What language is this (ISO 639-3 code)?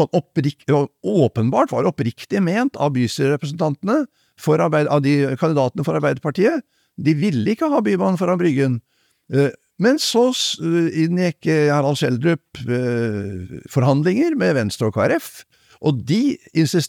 nor